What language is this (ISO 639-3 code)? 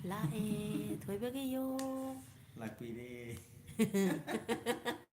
mni